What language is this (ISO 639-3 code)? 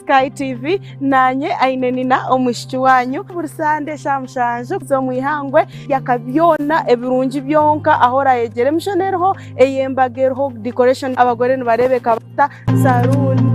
nyn